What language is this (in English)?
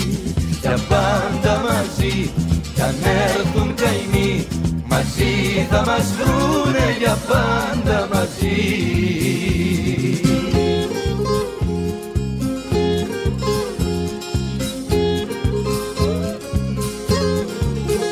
Greek